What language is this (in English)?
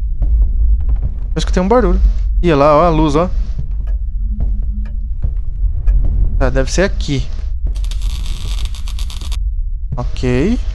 Portuguese